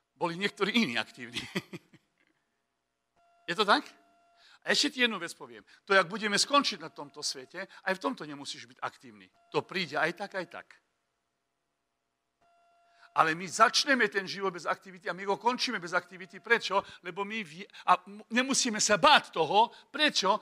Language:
Slovak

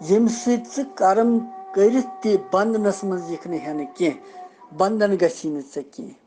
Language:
Kashmiri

